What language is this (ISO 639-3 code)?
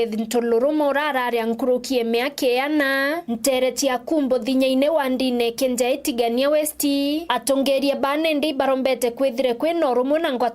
mer